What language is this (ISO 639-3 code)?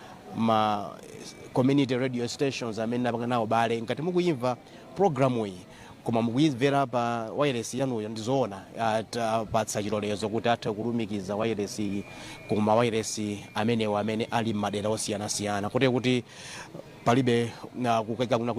nya